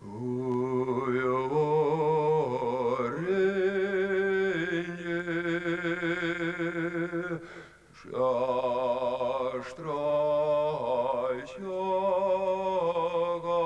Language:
Chuvash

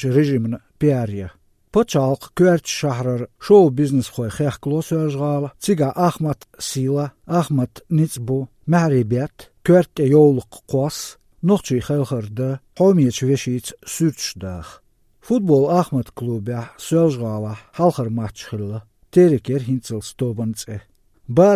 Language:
Chechen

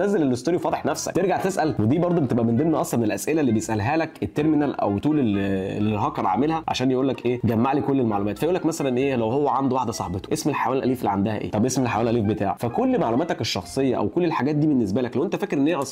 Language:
Egyptian Arabic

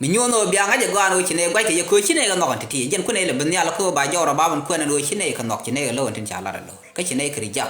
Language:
Nuer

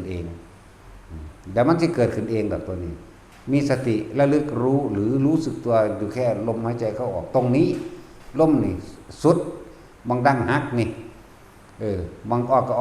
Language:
Northeastern Thai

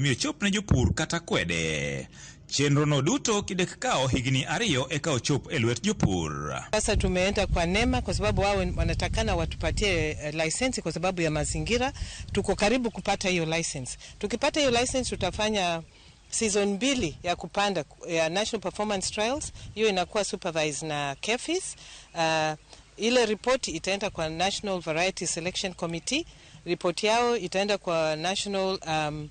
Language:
Luo (Kenya and Tanzania)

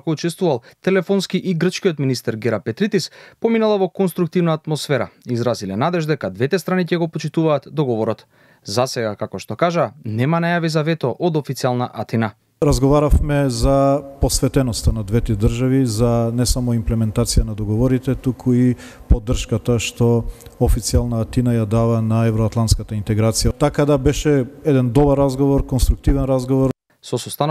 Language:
Macedonian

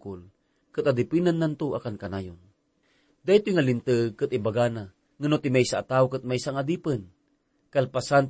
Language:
Iloko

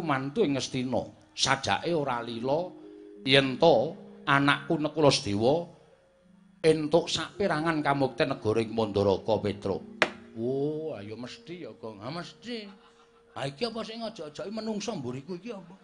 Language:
Javanese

